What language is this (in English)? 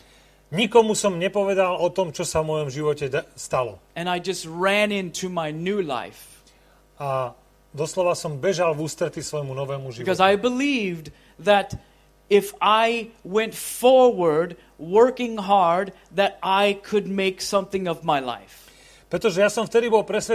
Slovak